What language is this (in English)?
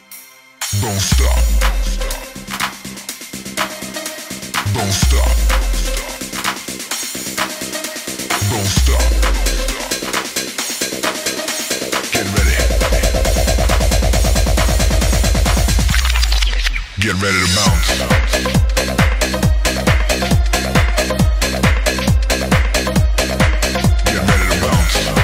English